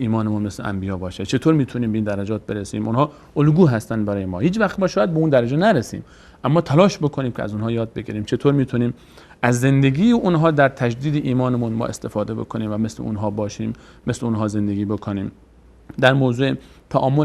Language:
Persian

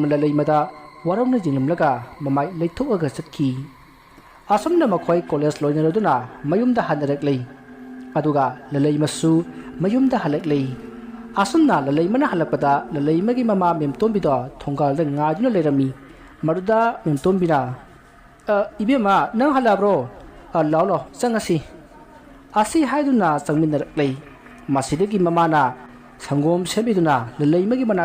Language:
Manipuri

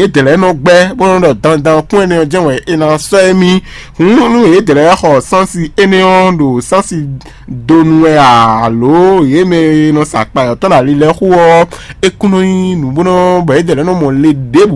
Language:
Fon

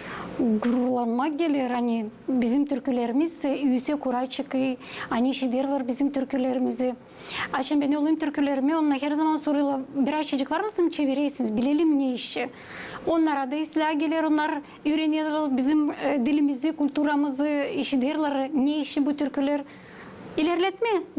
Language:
Gagauz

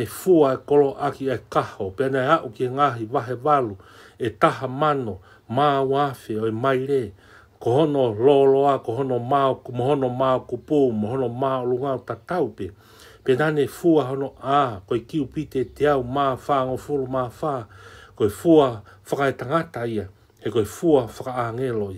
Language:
Tongan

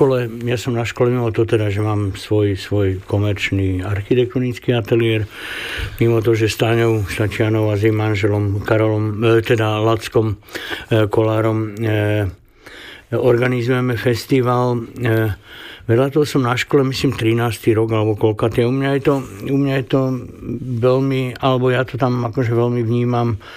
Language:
Slovak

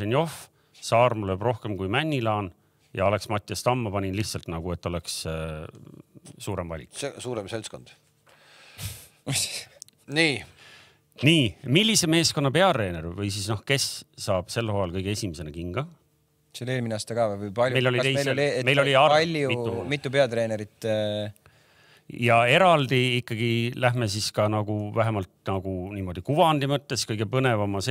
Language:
Estonian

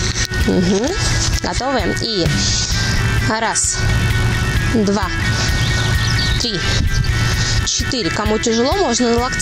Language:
Russian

